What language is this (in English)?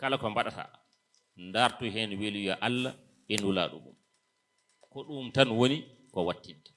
Fula